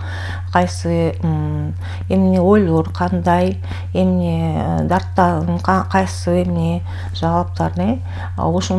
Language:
Kyrgyz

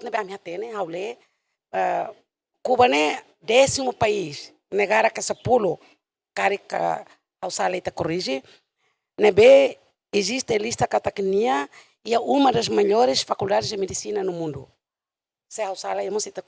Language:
Tetum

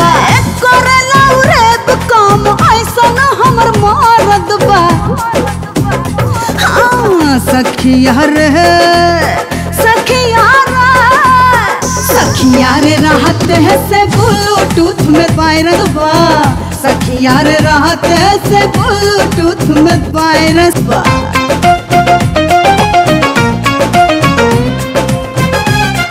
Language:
Bhojpuri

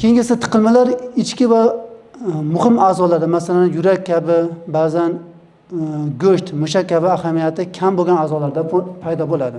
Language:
Uzbek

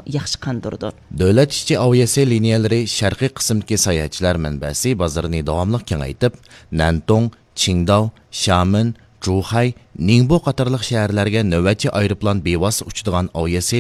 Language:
Uyghur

